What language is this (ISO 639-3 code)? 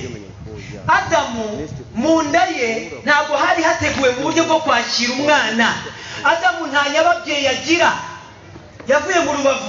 kin